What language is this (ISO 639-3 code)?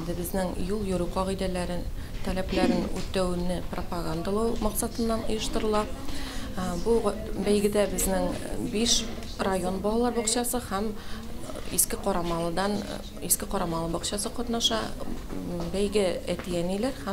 tat